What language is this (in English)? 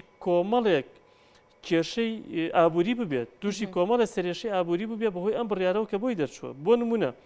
Central Kurdish